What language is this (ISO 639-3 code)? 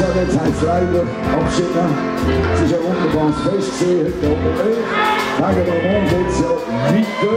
gsw